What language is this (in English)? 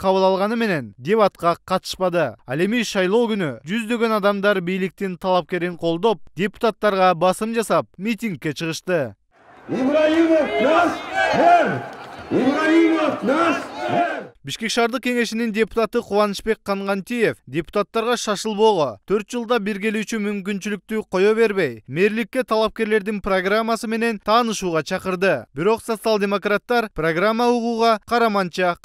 Kyrgyz